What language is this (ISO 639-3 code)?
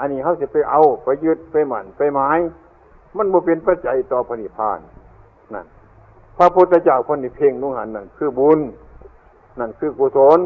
tts